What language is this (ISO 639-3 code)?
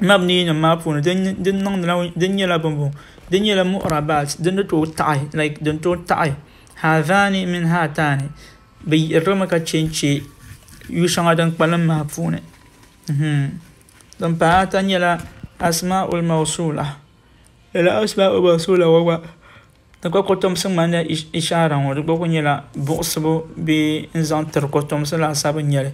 dag